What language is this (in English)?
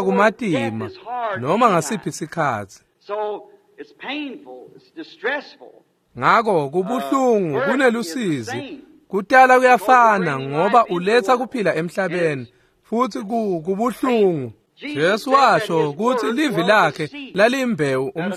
Swati